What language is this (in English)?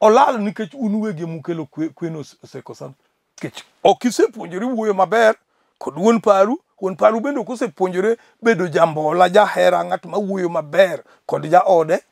Luo (Kenya and Tanzania)